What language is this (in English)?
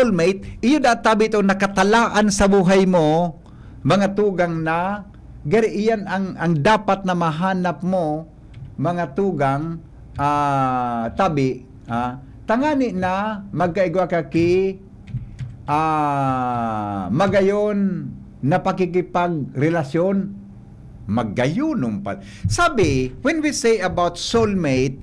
Bikol